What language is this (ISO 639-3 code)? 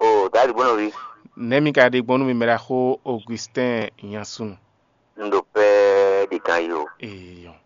fon